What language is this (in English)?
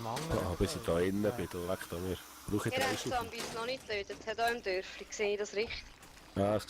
Swiss German